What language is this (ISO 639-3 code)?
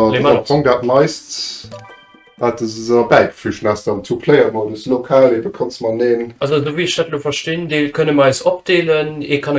ltz